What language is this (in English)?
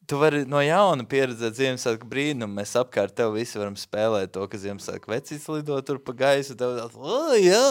Latvian